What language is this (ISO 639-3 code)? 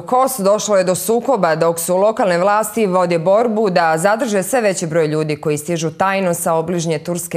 bos